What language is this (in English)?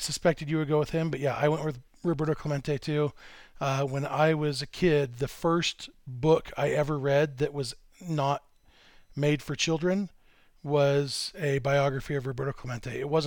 English